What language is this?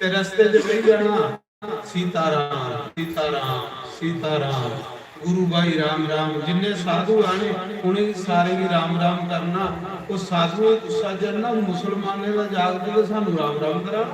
Dogri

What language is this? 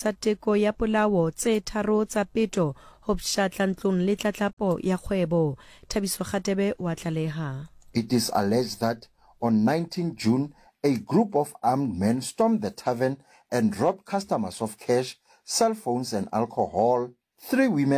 Southern Sotho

